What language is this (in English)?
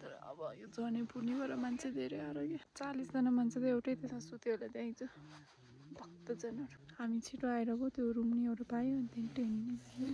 Nepali